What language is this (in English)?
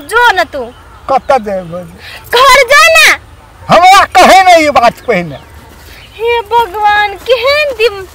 Maithili